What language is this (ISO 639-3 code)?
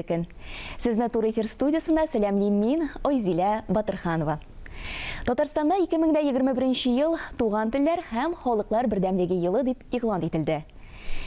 tat